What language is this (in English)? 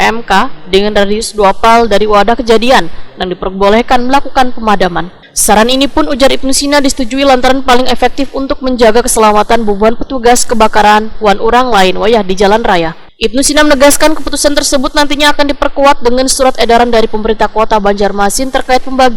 Banjar